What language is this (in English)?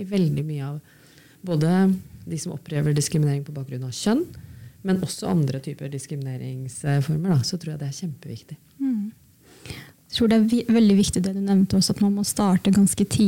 Norwegian